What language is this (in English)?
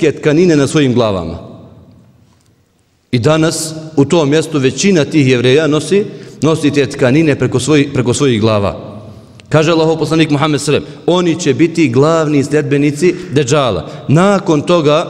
Bosnian